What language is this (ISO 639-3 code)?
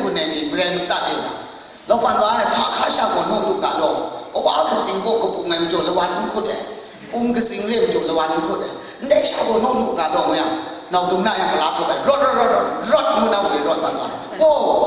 kac